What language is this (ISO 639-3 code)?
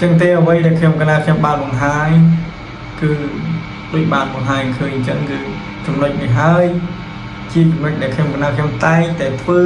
khm